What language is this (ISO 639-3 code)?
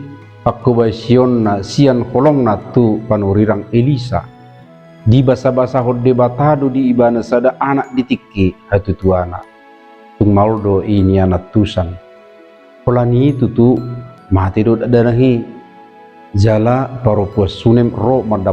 bbc